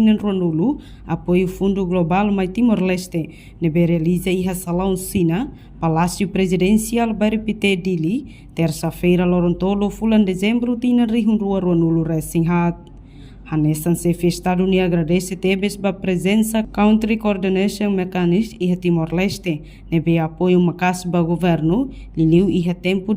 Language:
Tetum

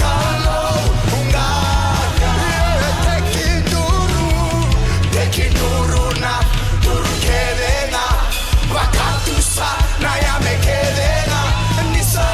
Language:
Fijian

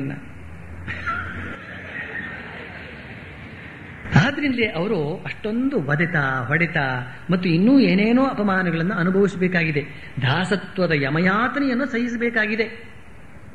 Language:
Kannada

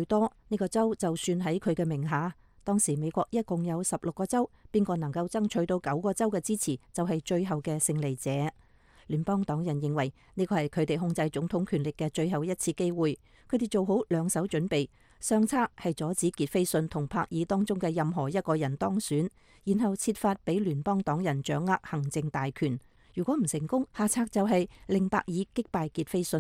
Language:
Cantonese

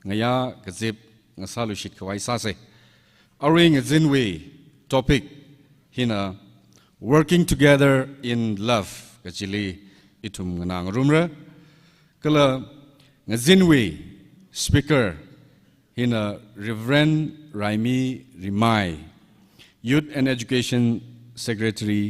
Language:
Tangkhul Naga (India)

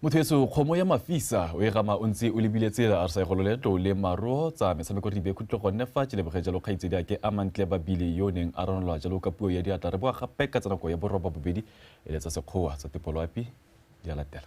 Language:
Tswana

